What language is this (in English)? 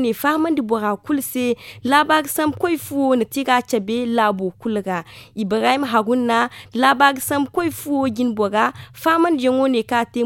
Zarma